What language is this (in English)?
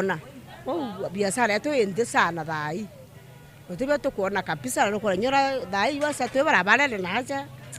Meru